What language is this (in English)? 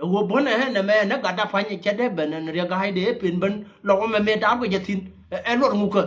Nuer